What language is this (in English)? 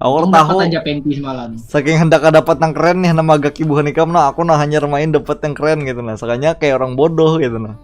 Banjar